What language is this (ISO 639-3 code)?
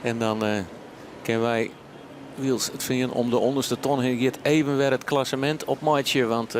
fry